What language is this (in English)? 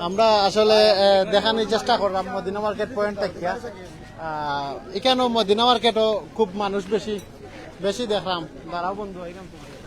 Sylheti